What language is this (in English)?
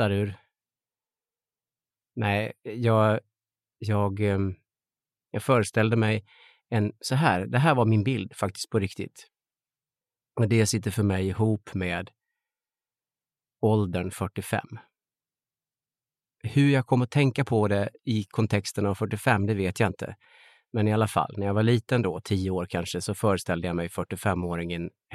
Swedish